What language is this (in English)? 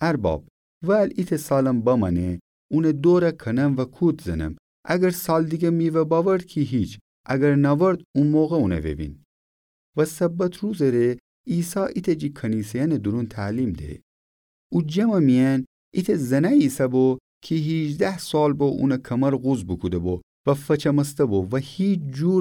Gilaki